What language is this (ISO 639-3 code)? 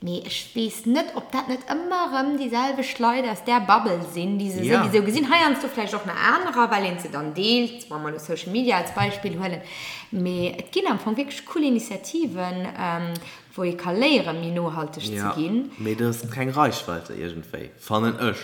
ltz